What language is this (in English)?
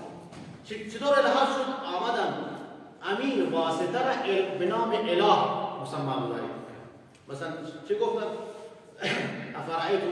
Persian